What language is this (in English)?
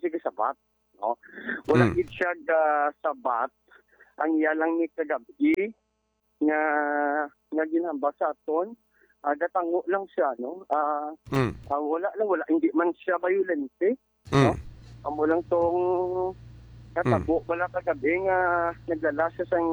Hiligaynon